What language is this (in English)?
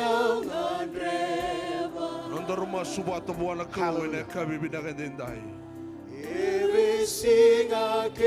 Fijian